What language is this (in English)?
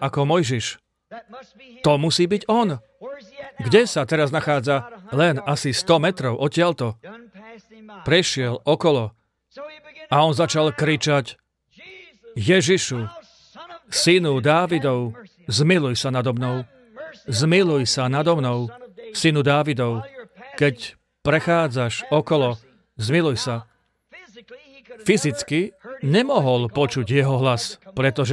Slovak